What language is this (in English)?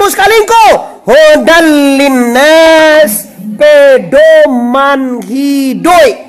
Minangkabau